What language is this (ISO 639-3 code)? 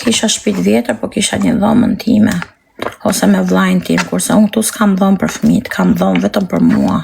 sqi